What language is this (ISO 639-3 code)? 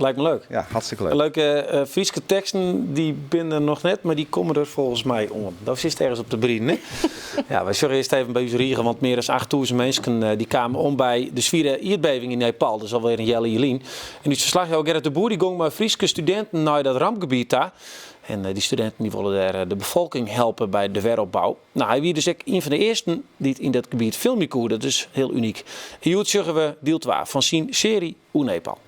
fry